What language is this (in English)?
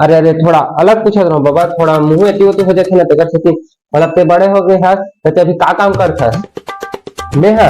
Chhattisgarhi